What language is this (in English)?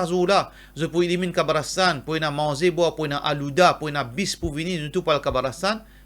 Morisyen